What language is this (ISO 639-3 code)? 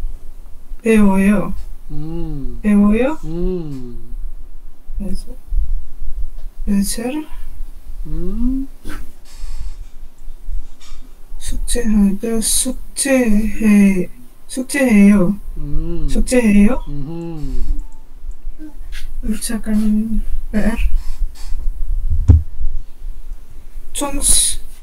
kor